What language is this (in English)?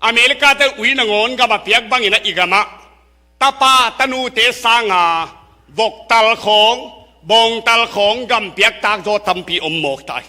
Tedim Chin